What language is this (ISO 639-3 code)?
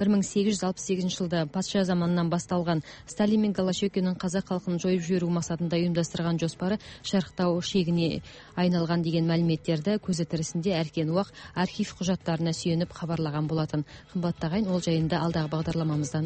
kaz